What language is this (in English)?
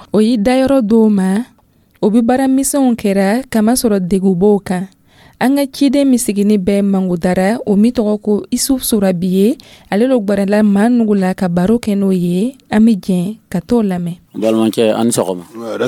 Dyula